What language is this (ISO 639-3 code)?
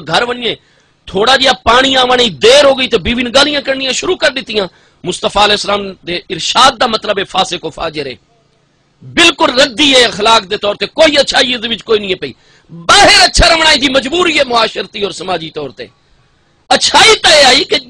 skr